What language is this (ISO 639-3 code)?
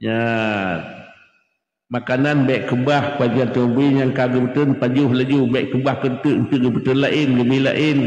ace